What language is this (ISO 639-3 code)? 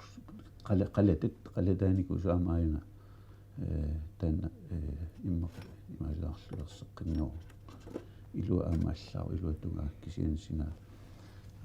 kal